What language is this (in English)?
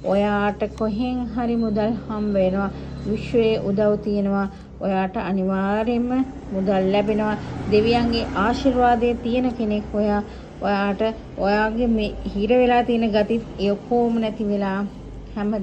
Sinhala